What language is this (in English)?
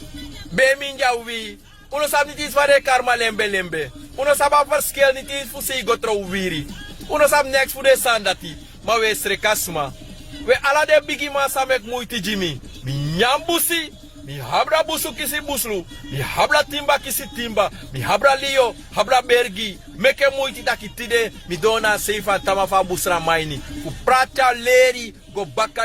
Sranan Tongo